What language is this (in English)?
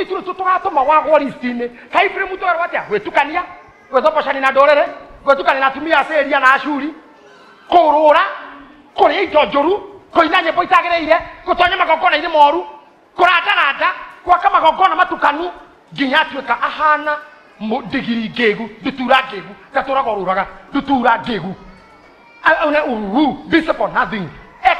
Kikuyu